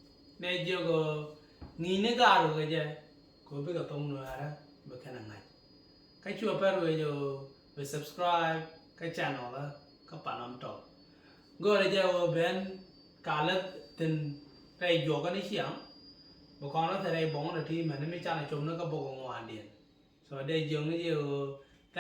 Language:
Nuer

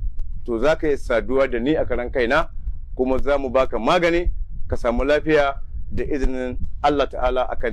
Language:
Hausa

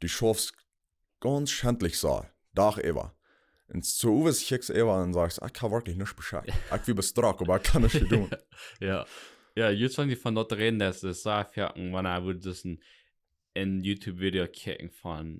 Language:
Plautdietsch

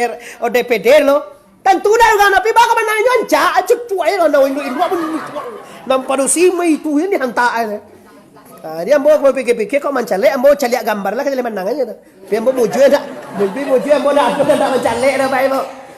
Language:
Minangkabau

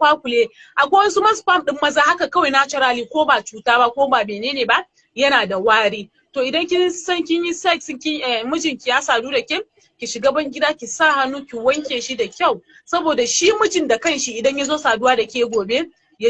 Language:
Hausa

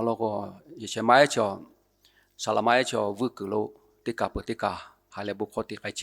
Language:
Lahu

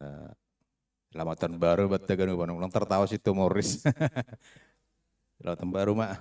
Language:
Batak Simalungun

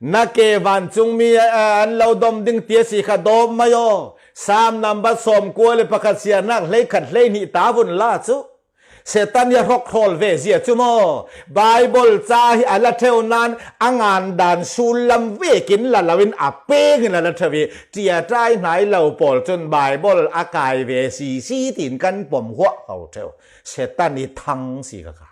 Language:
Falam Chin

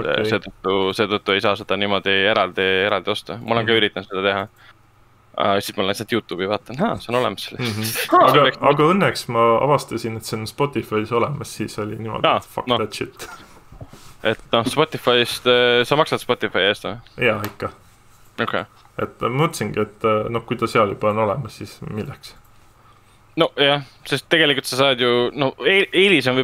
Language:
Estonian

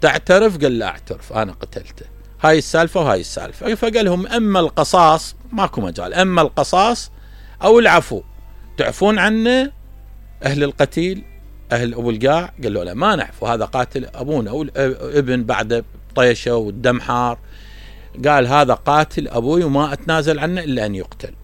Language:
Mesopotamian Arabic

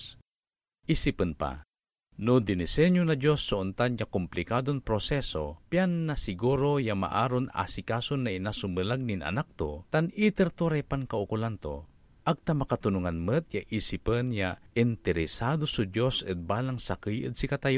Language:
Pangasinan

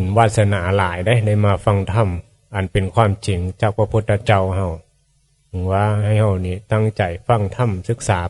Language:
Northeastern Thai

